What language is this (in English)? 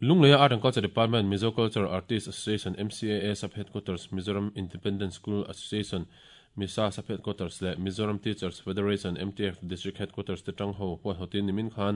Mizo